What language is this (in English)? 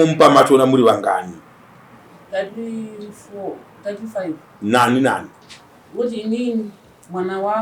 Shona